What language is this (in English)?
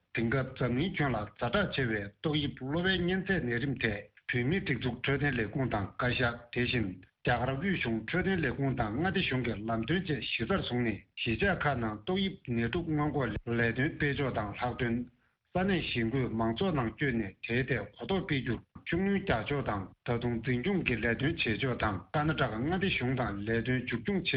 Tibetan